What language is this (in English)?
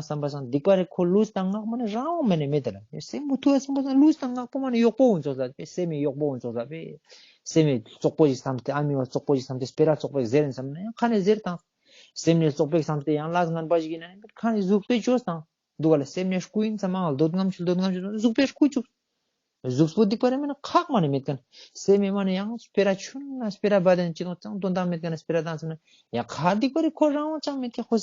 Ladakhi